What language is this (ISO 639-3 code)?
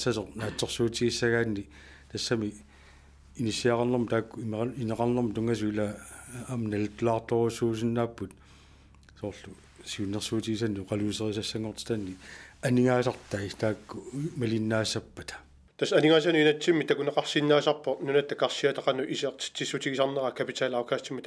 kal